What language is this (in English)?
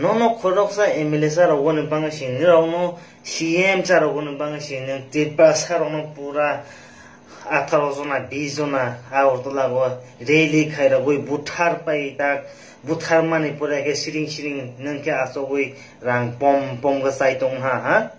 Kok Borok